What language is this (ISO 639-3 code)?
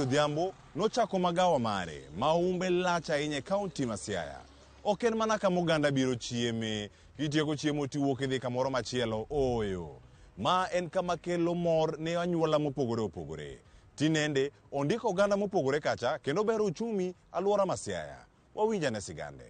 luo